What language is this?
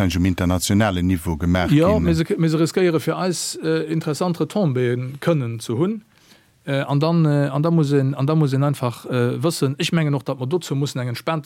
Luxembourgish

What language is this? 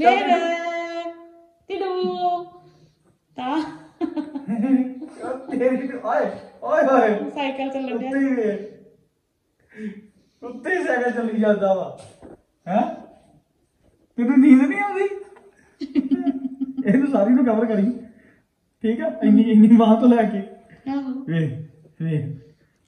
Punjabi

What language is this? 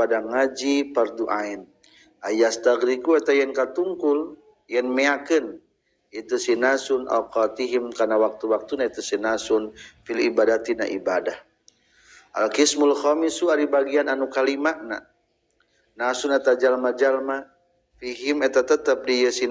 Sundanese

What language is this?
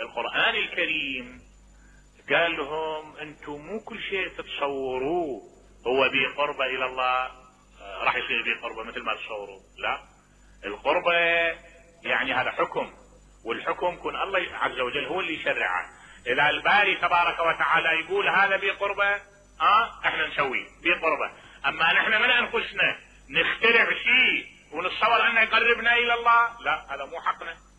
Mesopotamian Arabic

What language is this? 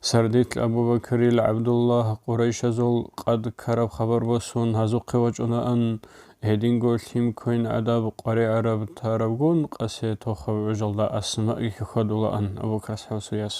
Avaric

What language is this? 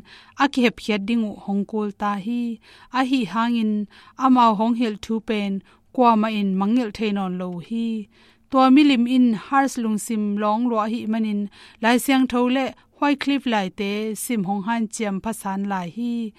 Tedim Chin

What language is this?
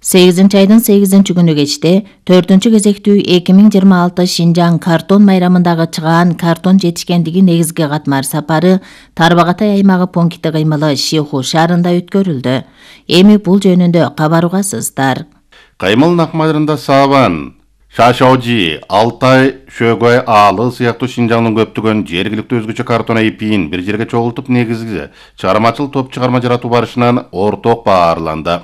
Kyrgyz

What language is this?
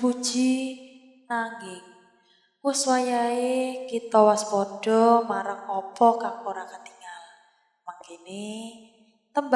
Javanese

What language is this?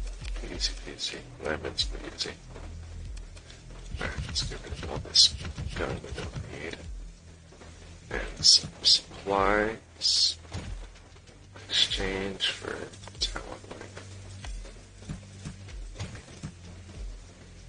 English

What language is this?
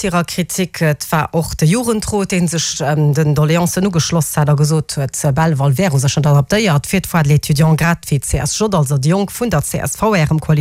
Luxembourgish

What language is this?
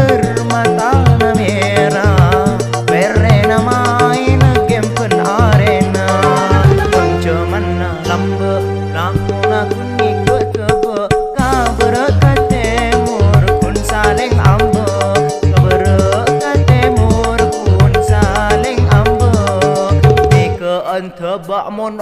Madurese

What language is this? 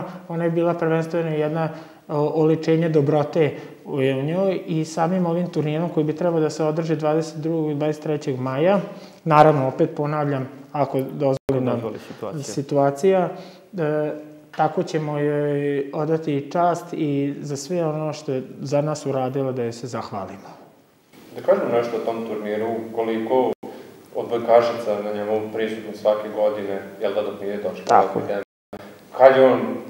Serbian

